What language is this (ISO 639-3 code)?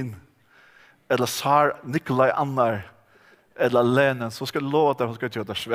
fao